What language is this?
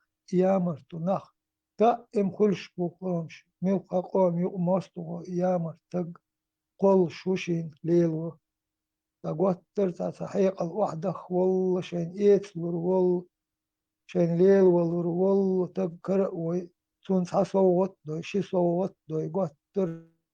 Chechen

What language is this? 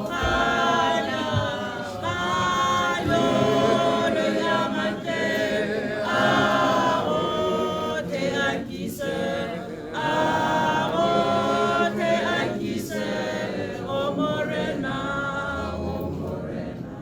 Tswana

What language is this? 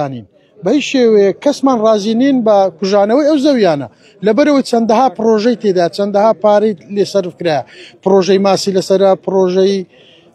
Central Kurdish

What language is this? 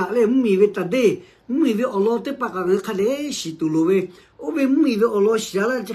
Lahu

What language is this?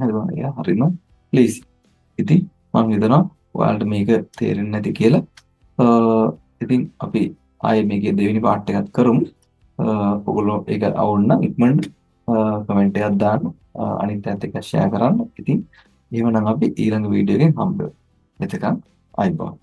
Sinhala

